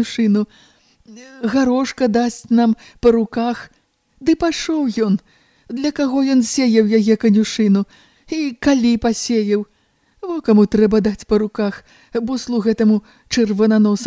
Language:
Belarusian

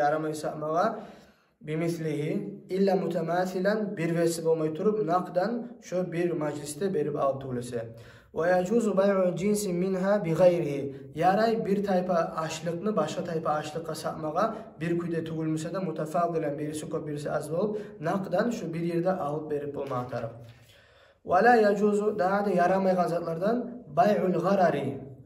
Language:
Kumyk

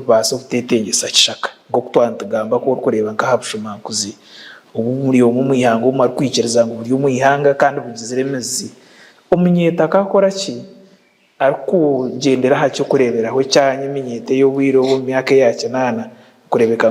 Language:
Nyankole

